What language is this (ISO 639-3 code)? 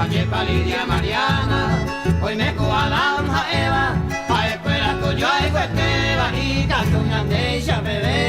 grn